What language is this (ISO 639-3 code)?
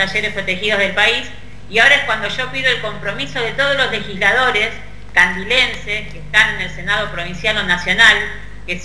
spa